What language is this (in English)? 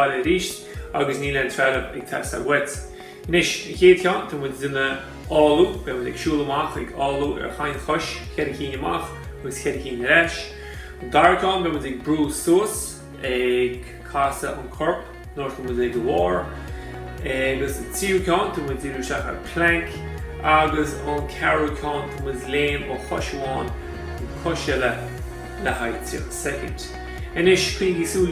Irish